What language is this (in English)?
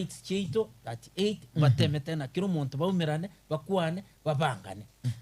Gusii